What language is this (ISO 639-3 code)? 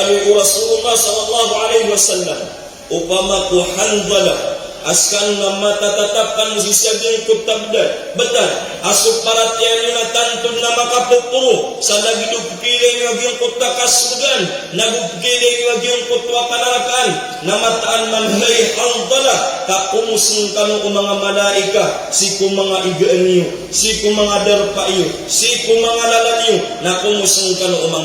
mrw